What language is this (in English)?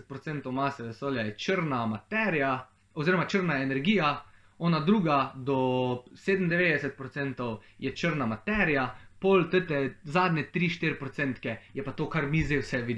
Slovenian